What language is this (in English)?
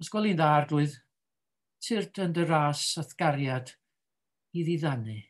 Welsh